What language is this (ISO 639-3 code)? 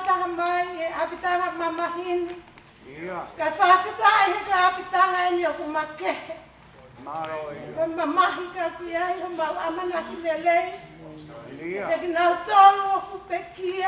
ton